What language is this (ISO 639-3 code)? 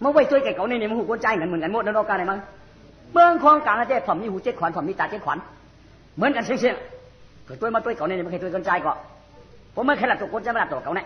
shn